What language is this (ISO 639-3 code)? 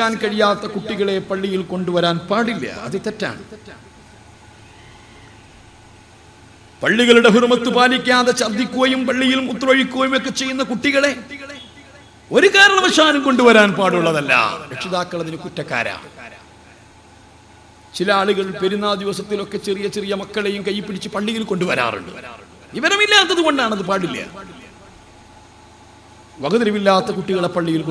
mal